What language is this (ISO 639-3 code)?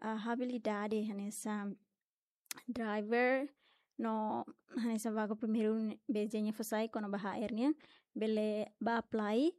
tet